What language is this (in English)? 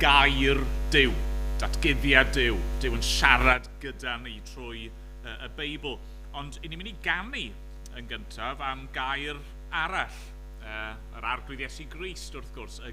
Welsh